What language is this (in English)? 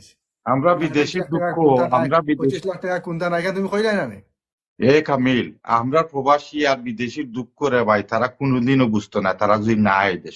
Sylheti